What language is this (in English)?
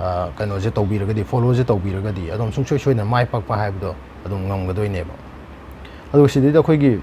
Manipuri